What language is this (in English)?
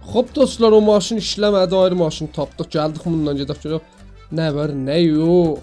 South Azerbaijani